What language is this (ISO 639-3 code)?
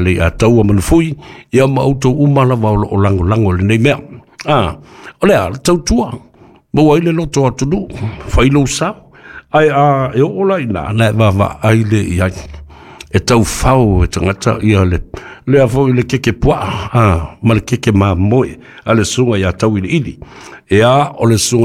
smo